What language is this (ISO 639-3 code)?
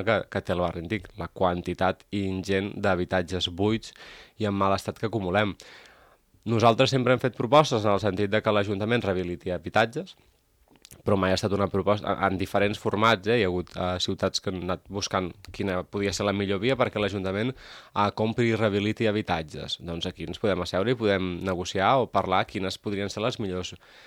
cat